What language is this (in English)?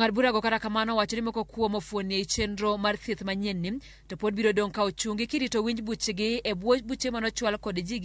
Luo (Kenya and Tanzania)